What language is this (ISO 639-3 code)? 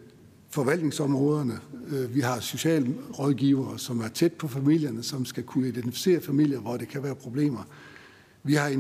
dan